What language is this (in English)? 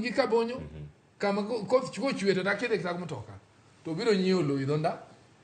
Luo (Kenya and Tanzania)